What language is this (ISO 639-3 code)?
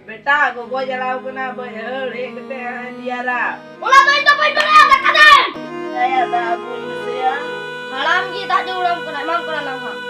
sat